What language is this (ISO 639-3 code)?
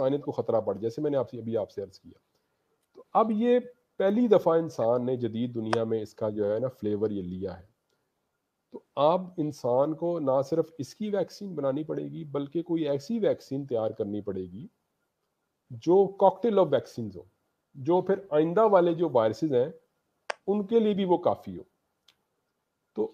urd